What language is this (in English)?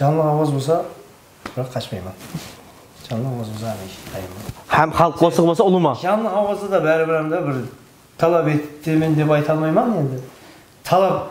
Kara-Kalpak